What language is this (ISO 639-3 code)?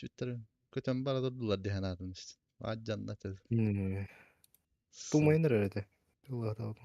sah